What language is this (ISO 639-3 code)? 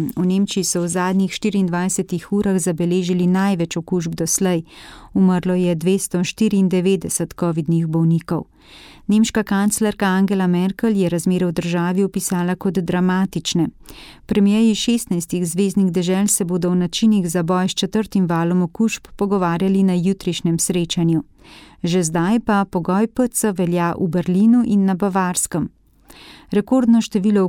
slv